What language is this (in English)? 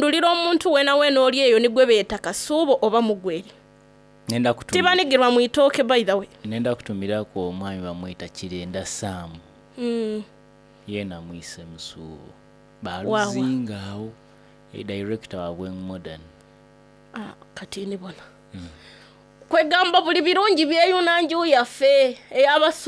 Soga